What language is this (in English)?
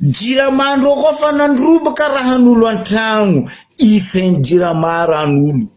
Malagasy